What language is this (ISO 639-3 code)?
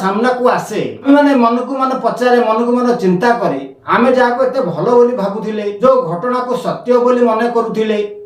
ori